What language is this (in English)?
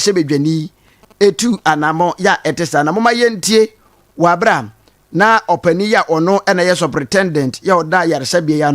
Akan